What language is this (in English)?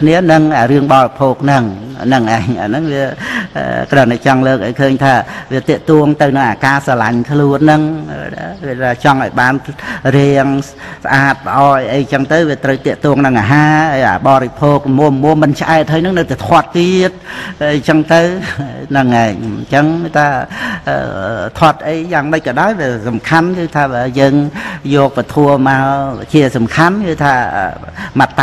Khmer